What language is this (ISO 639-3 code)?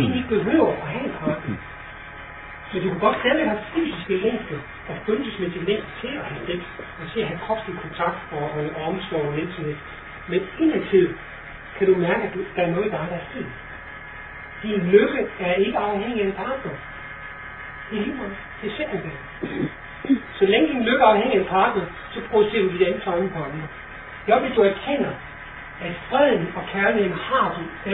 dan